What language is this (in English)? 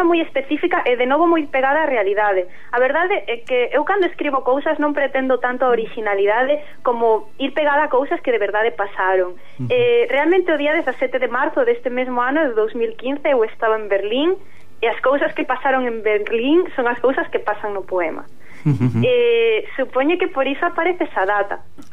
Galician